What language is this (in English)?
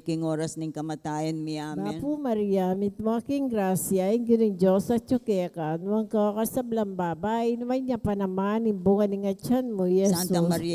Pampanga